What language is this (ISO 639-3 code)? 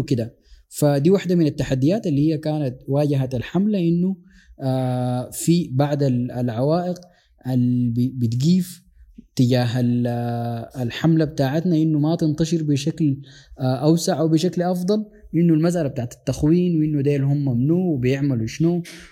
apd